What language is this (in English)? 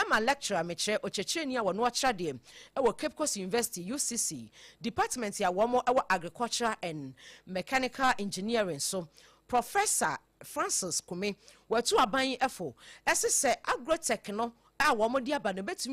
Akan